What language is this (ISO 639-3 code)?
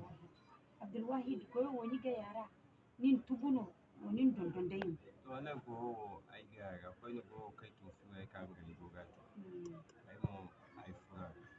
dje